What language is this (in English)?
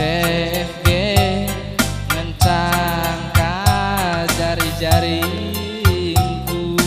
Batak Karo